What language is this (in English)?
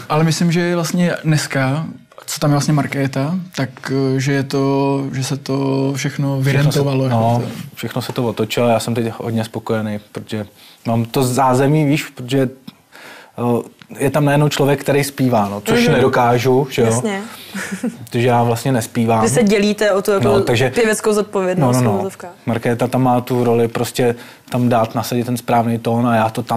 Czech